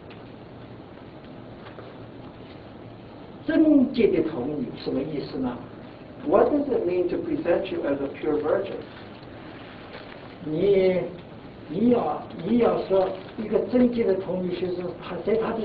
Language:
Chinese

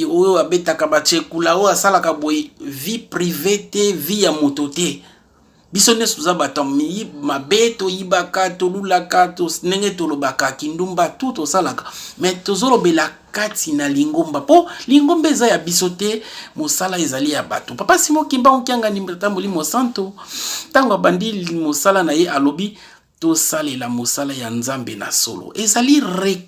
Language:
Lingala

